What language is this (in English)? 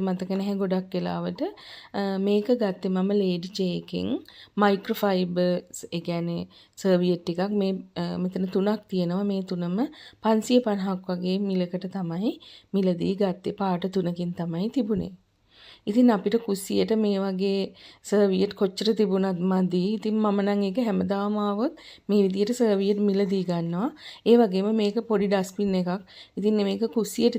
Sinhala